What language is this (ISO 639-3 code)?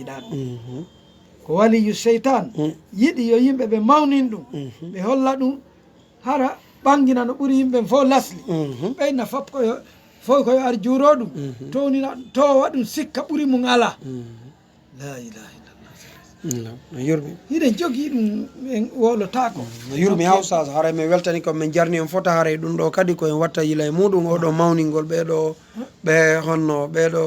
ful